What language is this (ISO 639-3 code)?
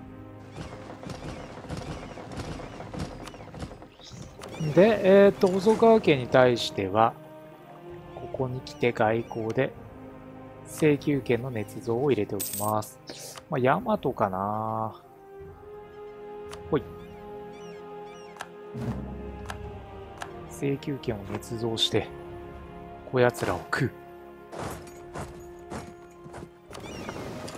jpn